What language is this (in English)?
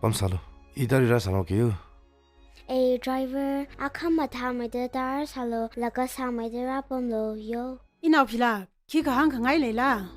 Tangkhul Naga (India)